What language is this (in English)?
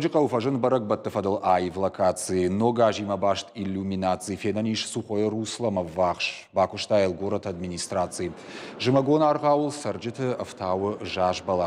Ossetic